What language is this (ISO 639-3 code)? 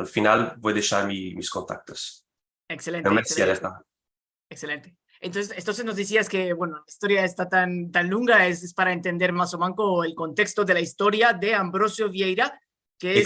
lad